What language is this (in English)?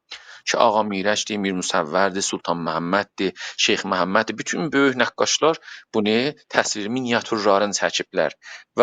South Azerbaijani